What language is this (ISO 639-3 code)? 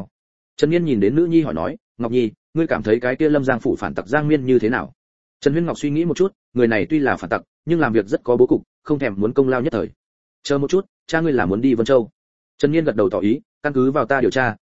vie